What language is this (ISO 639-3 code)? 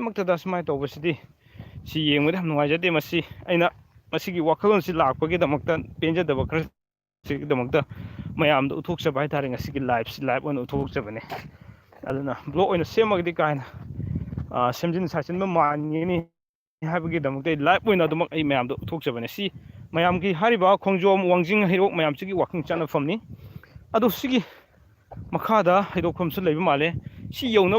mni